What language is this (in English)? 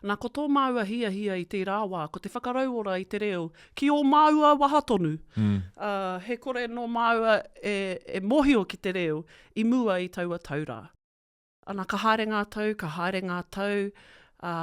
Māori